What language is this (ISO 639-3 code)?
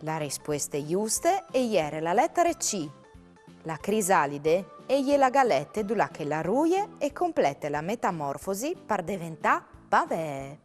fur